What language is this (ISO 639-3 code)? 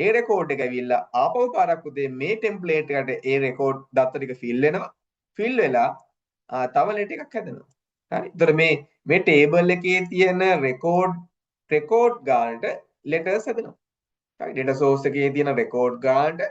sin